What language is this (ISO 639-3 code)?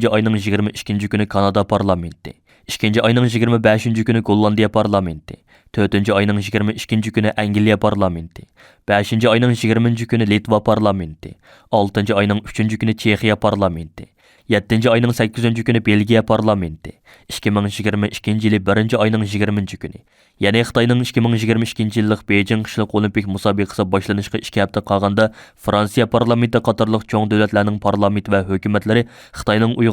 uig